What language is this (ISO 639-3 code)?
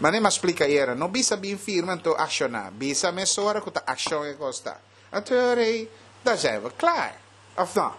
pap